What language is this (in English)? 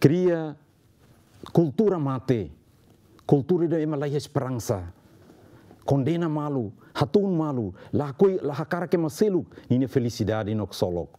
Tetum